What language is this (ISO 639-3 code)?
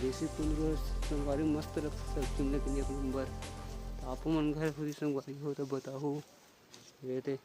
hne